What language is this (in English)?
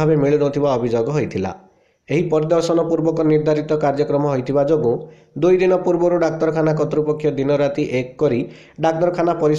Odia